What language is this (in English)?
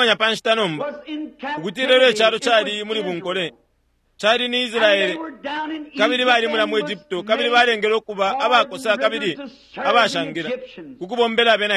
Bemba